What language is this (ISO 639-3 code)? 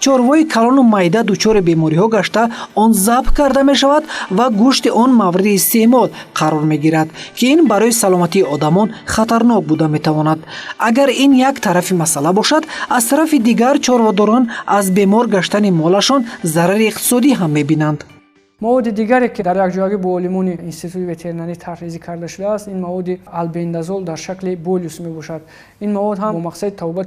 tgk